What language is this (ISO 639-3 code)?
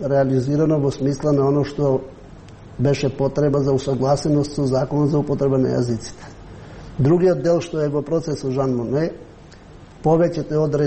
mkd